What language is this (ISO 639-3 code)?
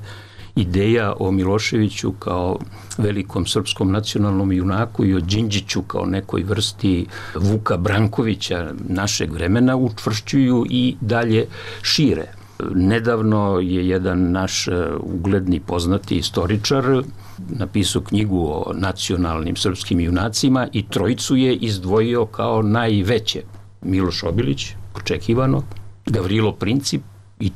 srp